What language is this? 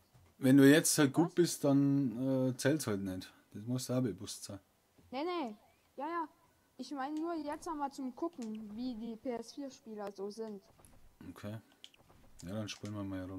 Bavarian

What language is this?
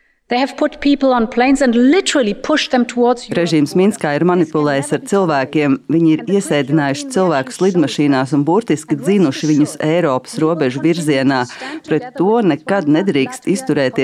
Latvian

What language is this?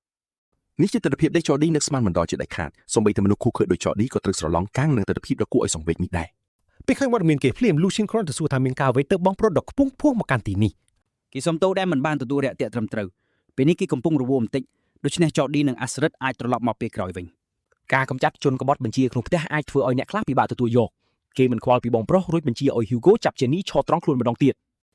Khmer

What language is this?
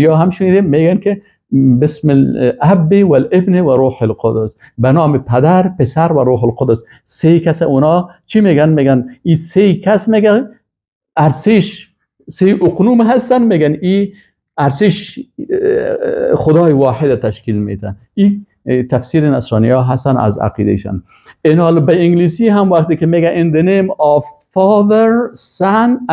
Persian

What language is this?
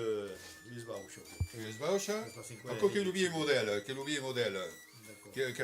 Occitan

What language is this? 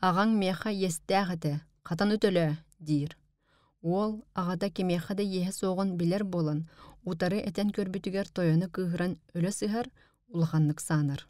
Yakut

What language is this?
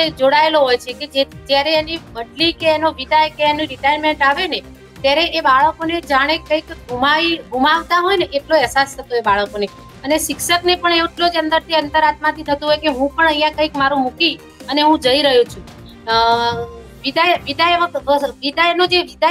Gujarati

